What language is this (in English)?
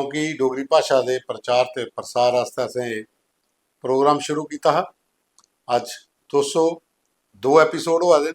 Dogri